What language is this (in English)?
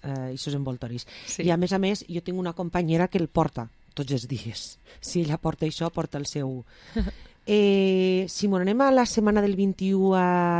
Catalan